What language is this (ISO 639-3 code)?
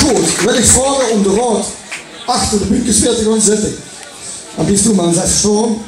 lim